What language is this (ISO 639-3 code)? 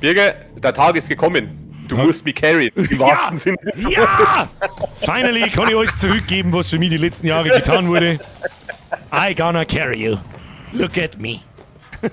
bar